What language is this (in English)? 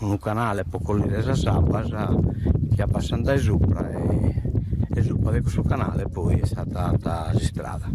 Sardinian